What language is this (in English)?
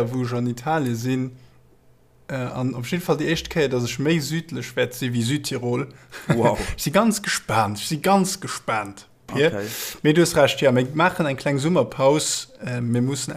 Luxembourgish